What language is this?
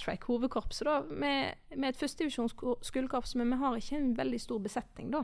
Norwegian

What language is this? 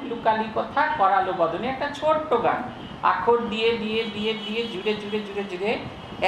Bangla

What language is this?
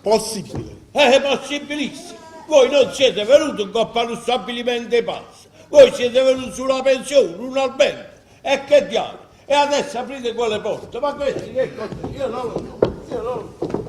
Neapolitan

